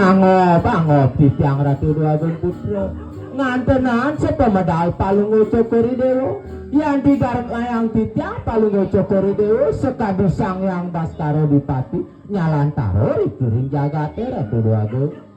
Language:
Balinese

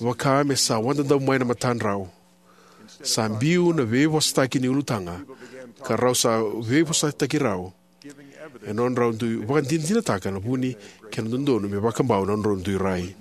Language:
Fijian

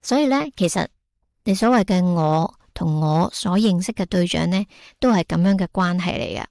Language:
Cantonese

